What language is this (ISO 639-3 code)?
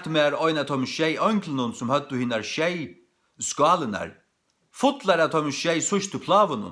fao